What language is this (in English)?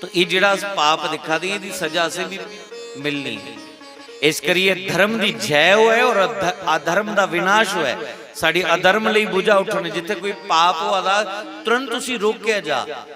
Dogri